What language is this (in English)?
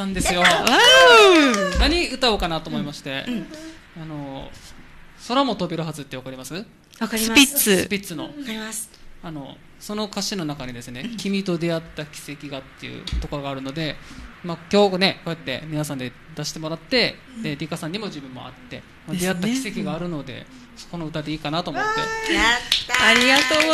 Japanese